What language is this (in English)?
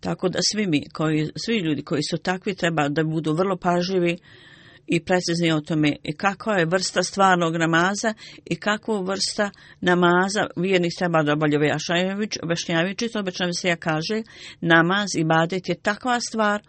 Bosnian